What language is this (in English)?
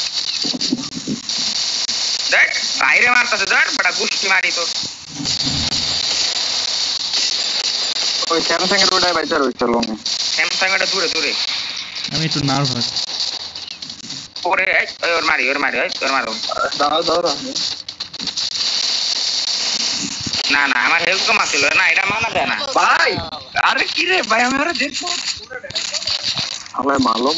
Bangla